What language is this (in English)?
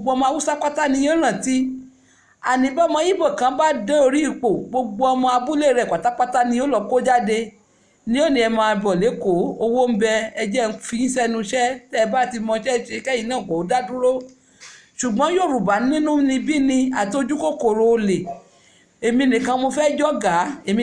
Yoruba